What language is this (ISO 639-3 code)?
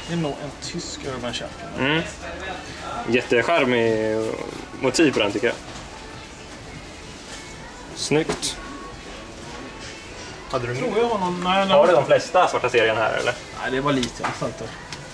swe